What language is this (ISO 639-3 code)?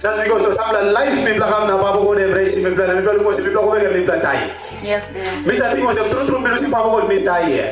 tpi